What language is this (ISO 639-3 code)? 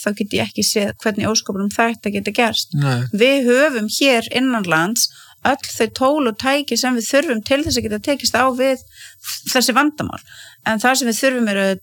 isl